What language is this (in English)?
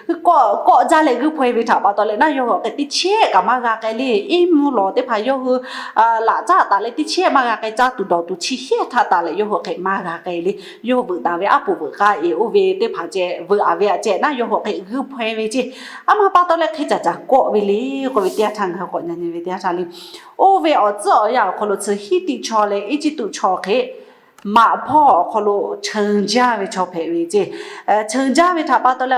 Lahu